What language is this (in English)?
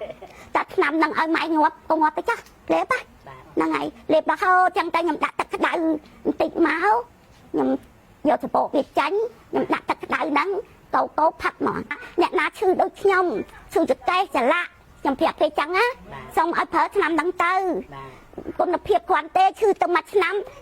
Khmer